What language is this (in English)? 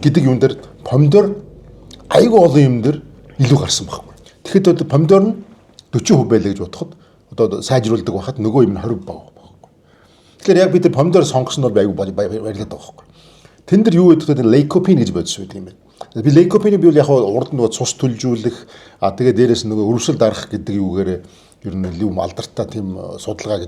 Mongolian